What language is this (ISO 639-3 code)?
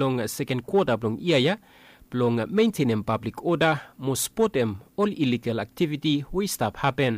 bis